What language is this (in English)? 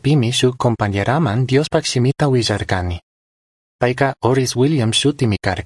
Chimborazo Highland Quichua